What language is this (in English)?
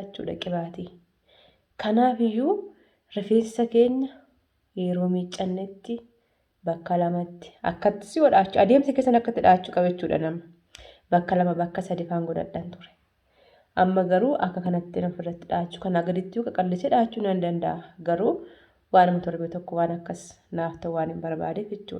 Oromo